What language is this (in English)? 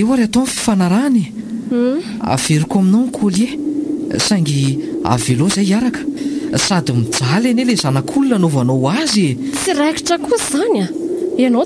Malagasy